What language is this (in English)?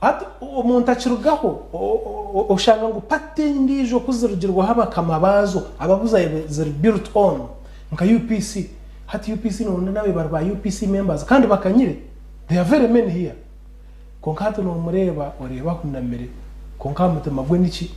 Nyankole